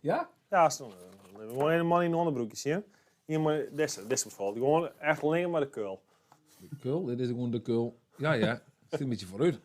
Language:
Western Frisian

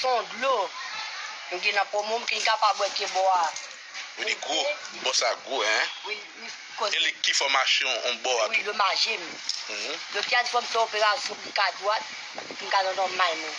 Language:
Haitian Creole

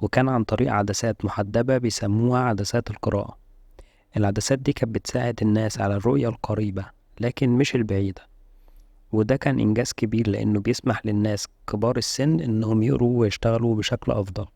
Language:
Egyptian Arabic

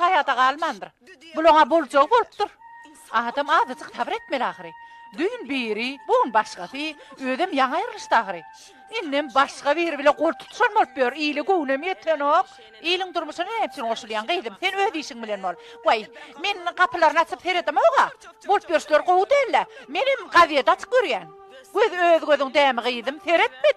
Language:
Turkmen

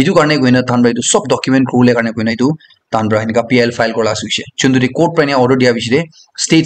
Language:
Naga Pidgin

